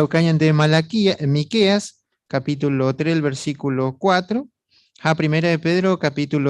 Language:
Guarani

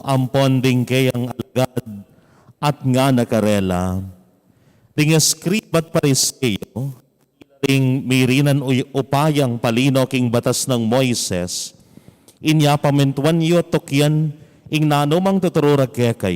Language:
Pampanga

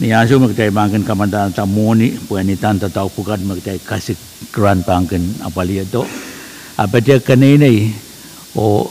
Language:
Pohnpeian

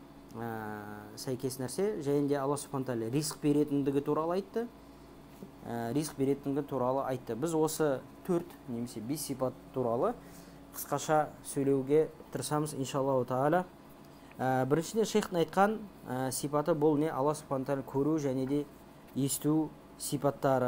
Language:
Kazakh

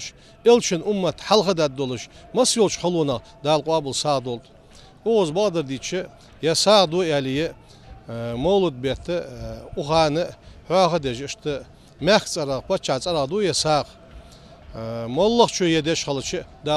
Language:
Ingush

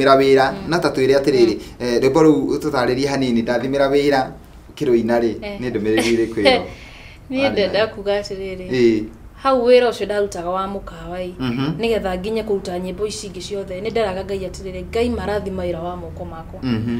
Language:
Kikuyu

